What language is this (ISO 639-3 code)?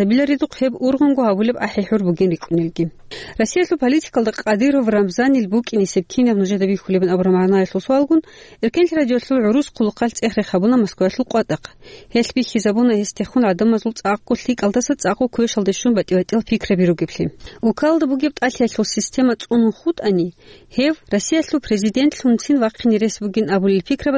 ava